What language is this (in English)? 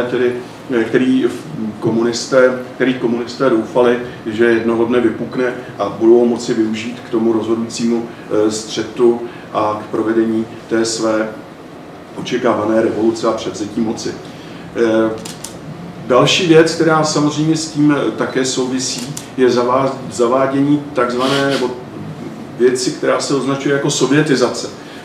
Czech